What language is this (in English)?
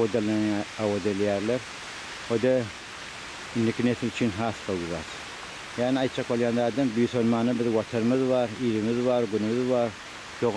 Turkmen